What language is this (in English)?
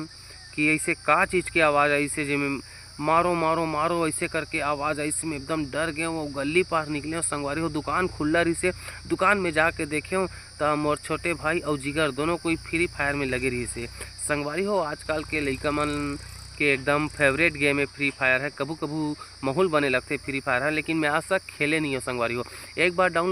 Chhattisgarhi